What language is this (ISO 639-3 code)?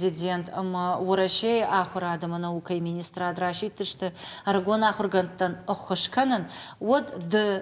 oss